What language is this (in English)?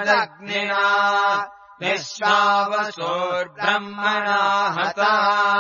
Sanskrit